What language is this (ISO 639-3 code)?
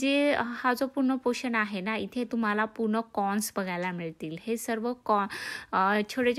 mar